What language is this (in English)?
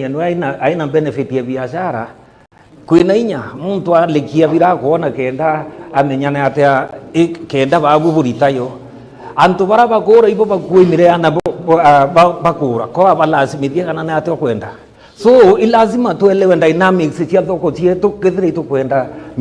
Meru